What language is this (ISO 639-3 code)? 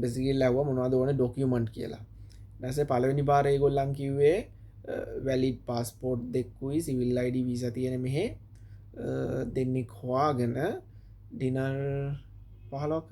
sin